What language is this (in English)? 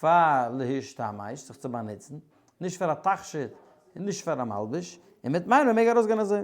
Yiddish